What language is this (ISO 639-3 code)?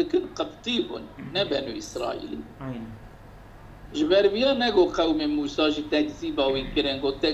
kur